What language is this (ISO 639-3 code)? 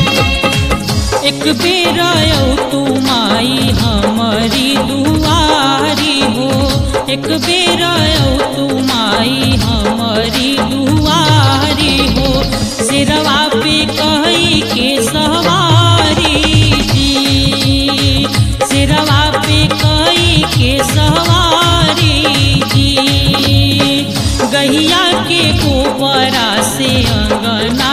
bho